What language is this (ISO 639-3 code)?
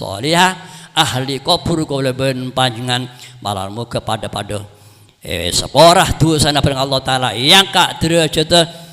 mad